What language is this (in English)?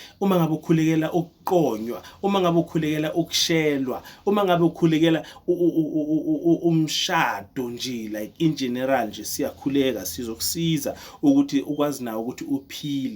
Zulu